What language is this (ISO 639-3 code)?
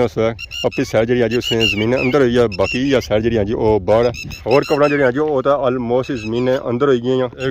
phr